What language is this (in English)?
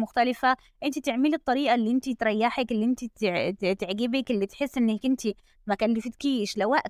Egyptian Arabic